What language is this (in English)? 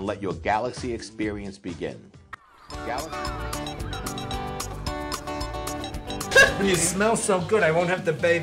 English